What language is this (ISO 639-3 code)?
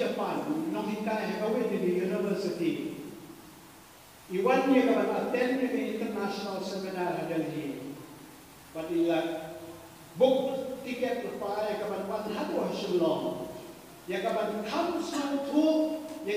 kha